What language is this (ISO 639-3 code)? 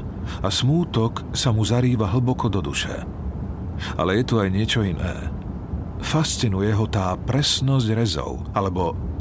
slk